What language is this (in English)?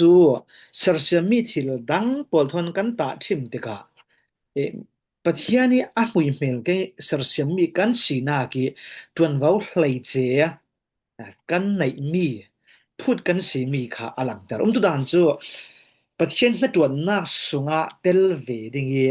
Falam Chin